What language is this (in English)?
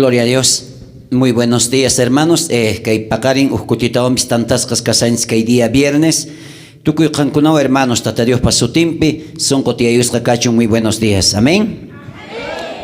South Bolivian Quechua